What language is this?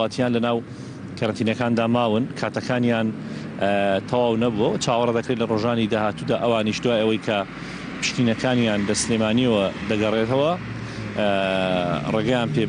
Central Kurdish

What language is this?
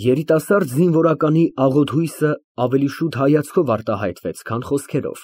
Armenian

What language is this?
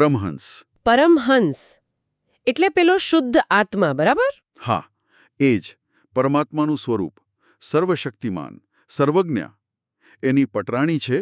Gujarati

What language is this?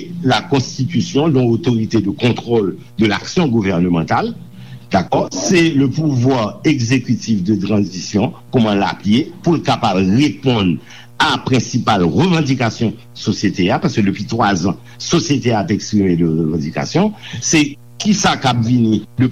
Haitian Creole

